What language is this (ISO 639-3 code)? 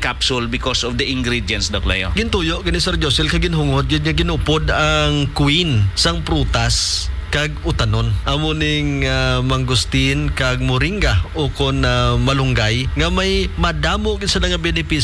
hil